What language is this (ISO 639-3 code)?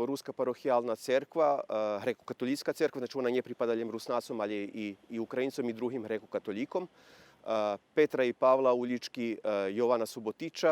rue